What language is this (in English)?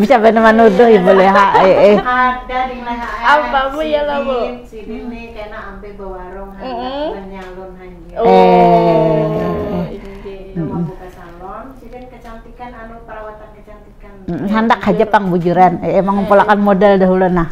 Banjar